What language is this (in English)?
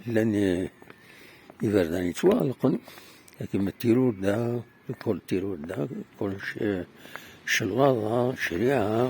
Kabyle